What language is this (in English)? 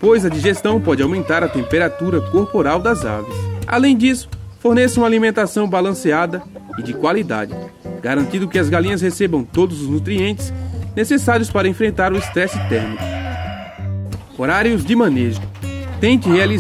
Portuguese